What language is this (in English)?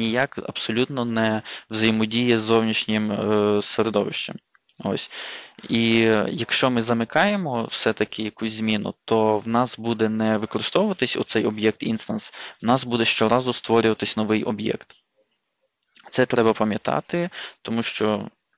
Ukrainian